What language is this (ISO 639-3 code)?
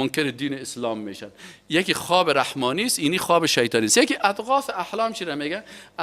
fas